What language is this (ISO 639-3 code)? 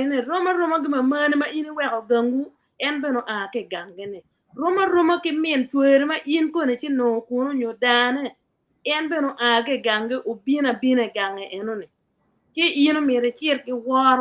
ach